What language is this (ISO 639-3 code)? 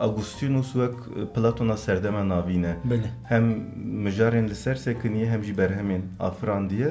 kur